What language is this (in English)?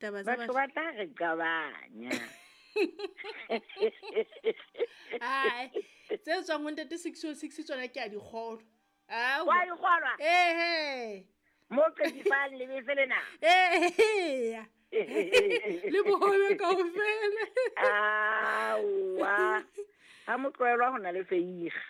Southern Sotho